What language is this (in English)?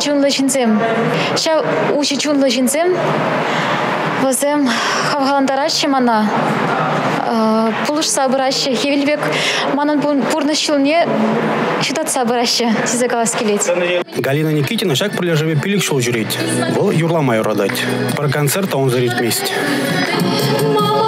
Chuvash